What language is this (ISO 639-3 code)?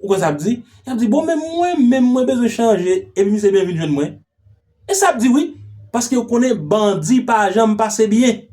hat